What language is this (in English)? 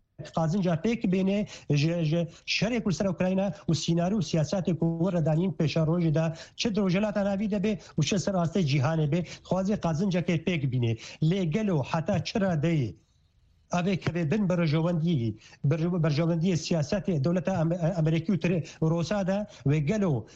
Kurdish